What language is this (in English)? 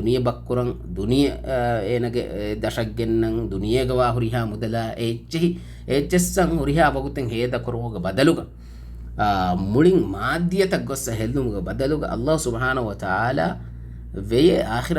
Divehi